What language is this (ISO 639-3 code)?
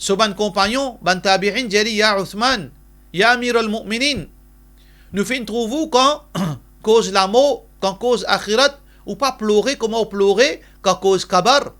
mfe